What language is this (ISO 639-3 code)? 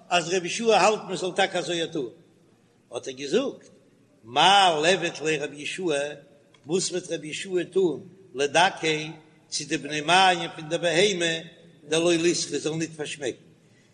yid